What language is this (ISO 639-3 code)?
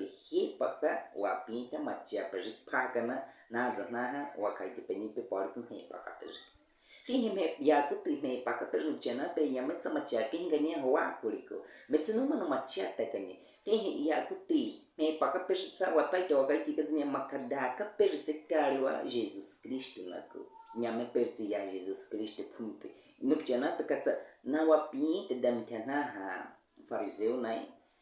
bwi